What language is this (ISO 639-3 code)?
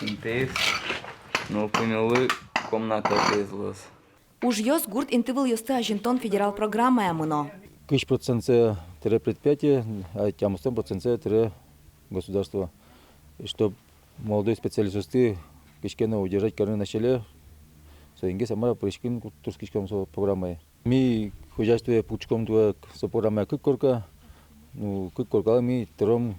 udm